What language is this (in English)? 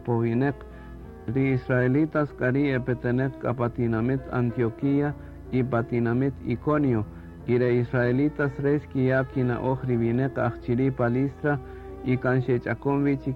Kaqchikel